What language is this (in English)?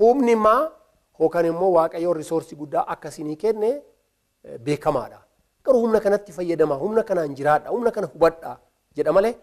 Oromo